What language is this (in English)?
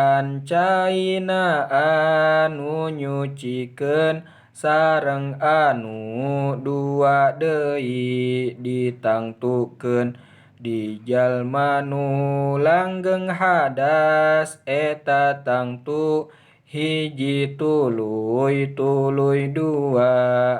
Sundanese